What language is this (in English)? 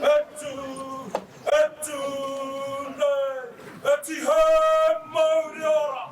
Māori